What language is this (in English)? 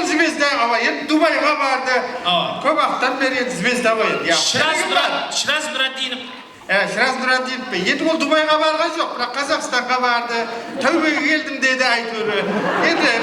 Kara-Kalpak